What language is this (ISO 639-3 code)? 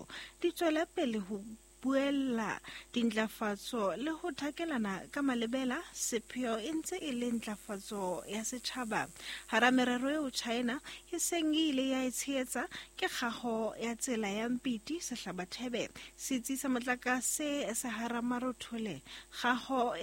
sot